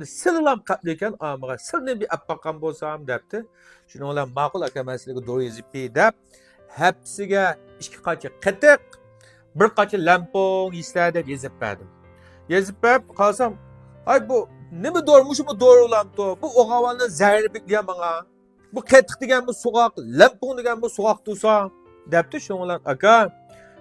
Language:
Uyghur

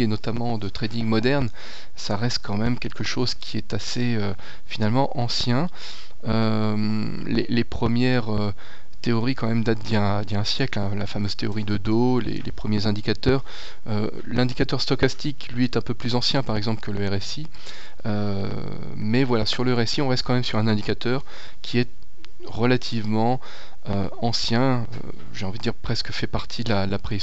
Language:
French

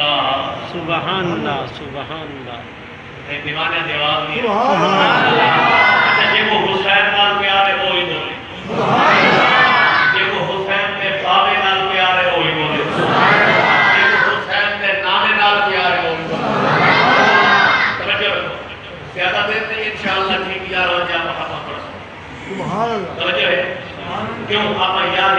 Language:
Saraiki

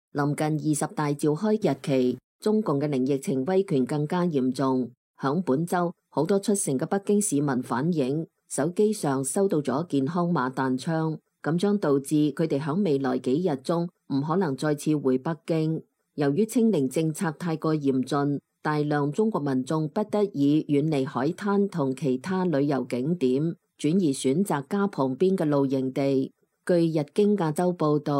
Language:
Cantonese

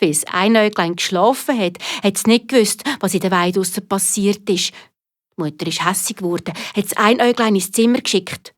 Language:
Swiss German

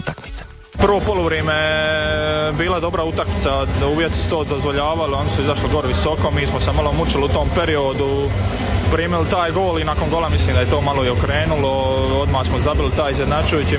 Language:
Croatian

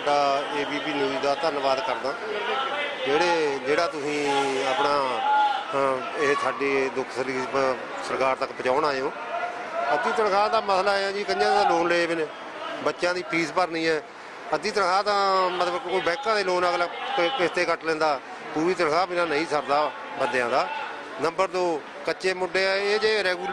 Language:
Punjabi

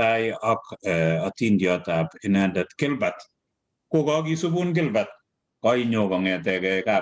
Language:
Kalenjin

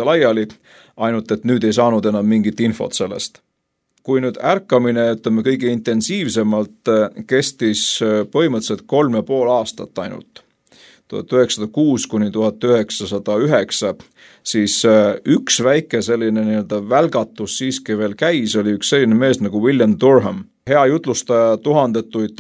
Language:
Estonian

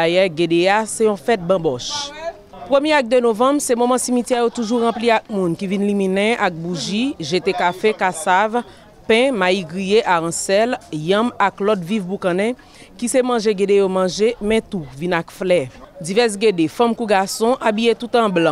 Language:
Haitian Creole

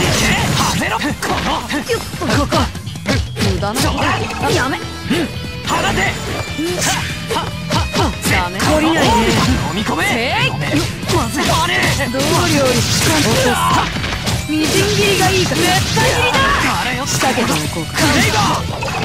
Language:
Japanese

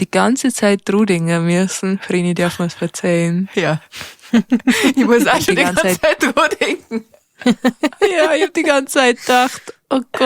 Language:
Bavarian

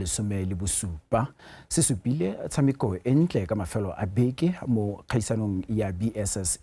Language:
Tswana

